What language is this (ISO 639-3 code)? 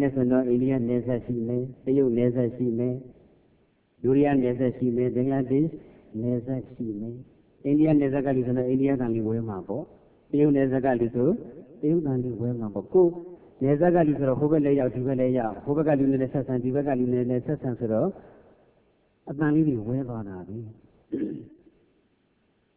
mya